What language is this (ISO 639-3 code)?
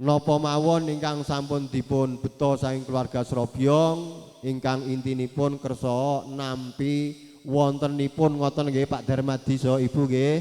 jav